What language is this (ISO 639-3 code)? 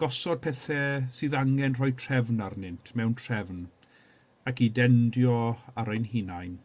cym